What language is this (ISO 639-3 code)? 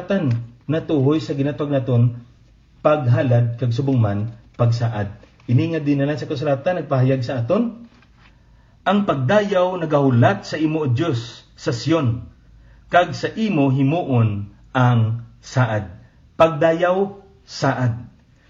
hil